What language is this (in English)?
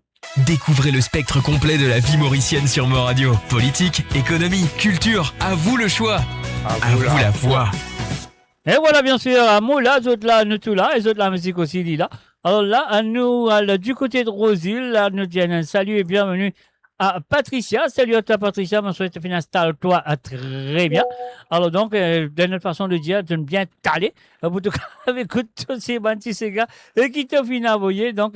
Morisyen